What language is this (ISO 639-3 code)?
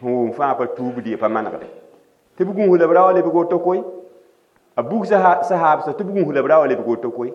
mos